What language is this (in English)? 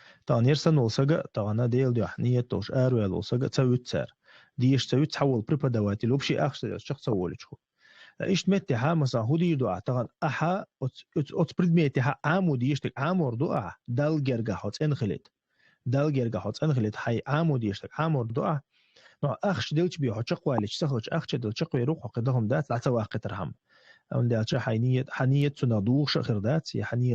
Chechen